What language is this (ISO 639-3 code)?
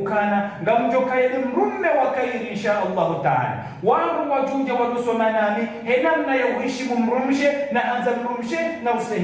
zdj